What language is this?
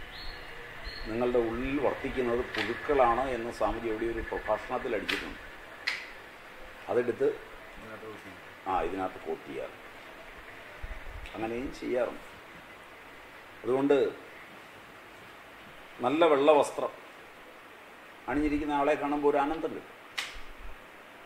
Malayalam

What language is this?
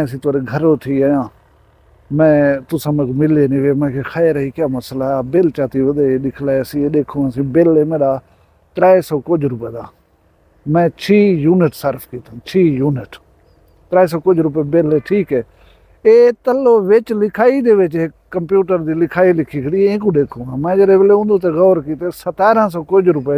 Saraiki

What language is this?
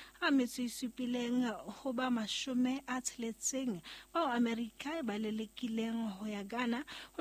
Southern Sotho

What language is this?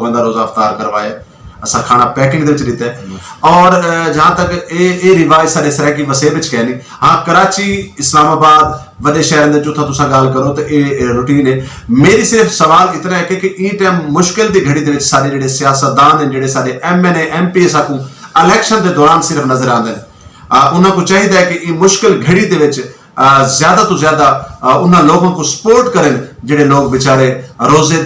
Saraiki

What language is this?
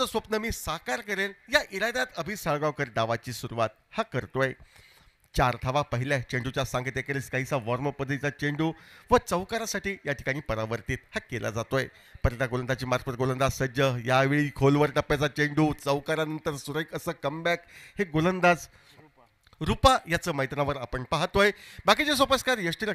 Marathi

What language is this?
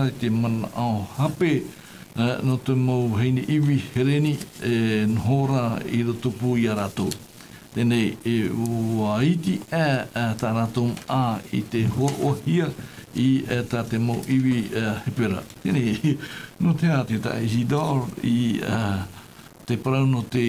Tahitian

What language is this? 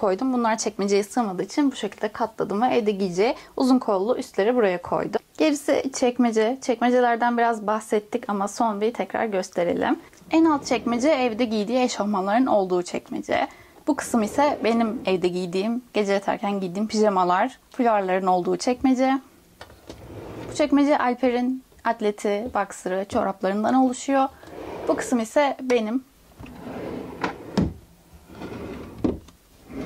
Turkish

